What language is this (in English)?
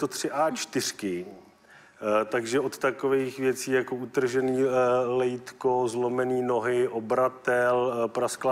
Czech